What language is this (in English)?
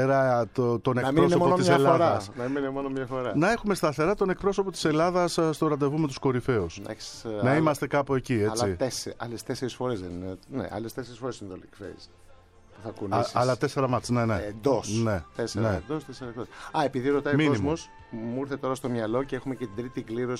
Greek